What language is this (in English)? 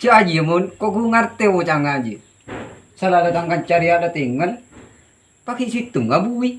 Madurese